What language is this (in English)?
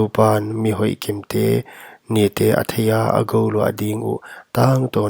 Paite Chin